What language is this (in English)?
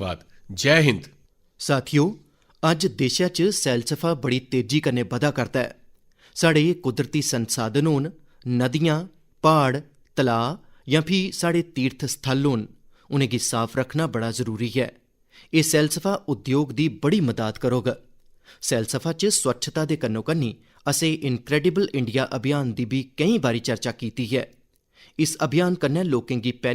Dogri